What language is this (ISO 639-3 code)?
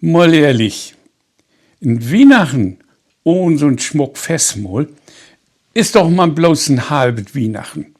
nds